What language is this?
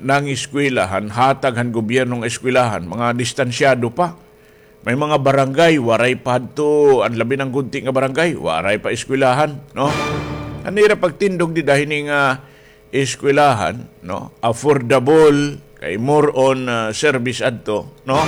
Waray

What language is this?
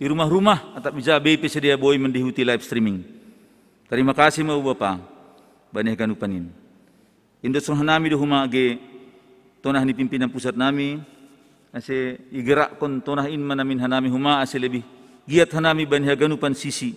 Batak Simalungun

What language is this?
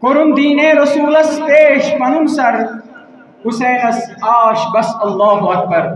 Kashmiri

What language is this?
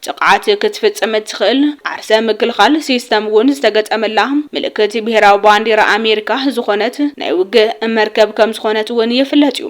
Tigrinya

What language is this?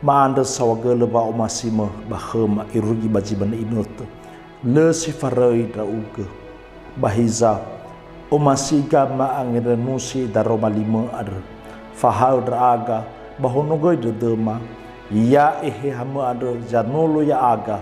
Nias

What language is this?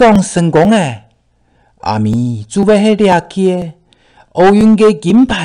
Hakka Chinese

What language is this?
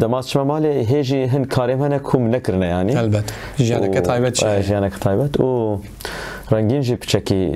Kurdish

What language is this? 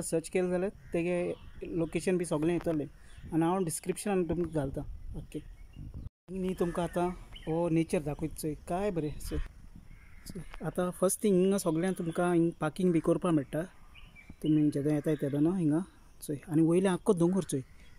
Konkani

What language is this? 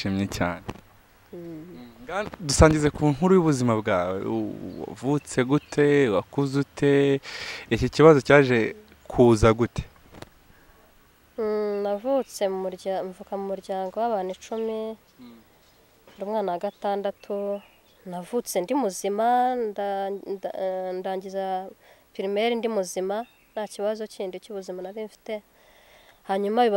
Kinyarwanda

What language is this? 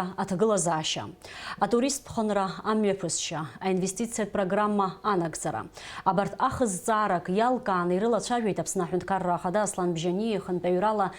Abkhazian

